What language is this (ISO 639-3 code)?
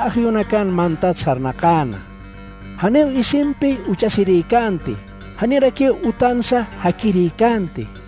aym